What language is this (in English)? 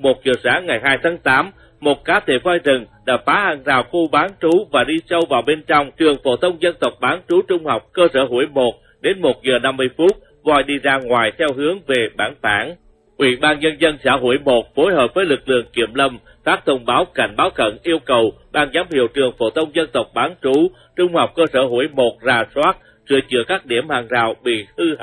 Vietnamese